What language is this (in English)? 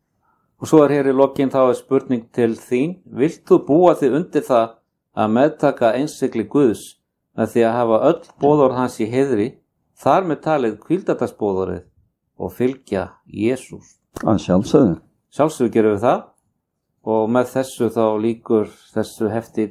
Icelandic